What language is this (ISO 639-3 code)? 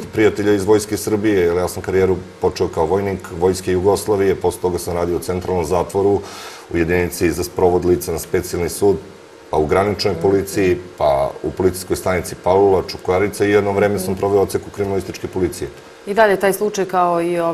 srp